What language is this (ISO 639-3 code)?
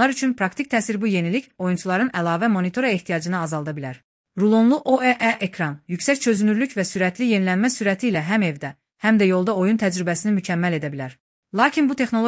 aze